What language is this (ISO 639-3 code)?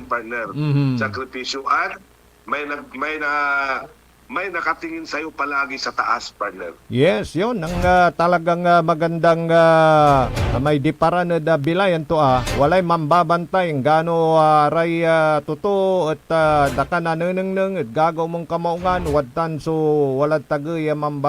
pag